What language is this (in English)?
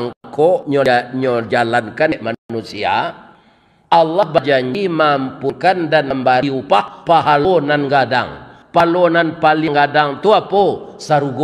Minangkabau